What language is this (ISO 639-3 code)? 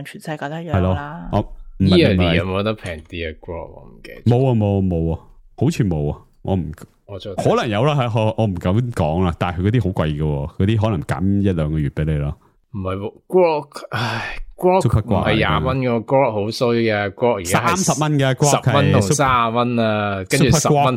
yue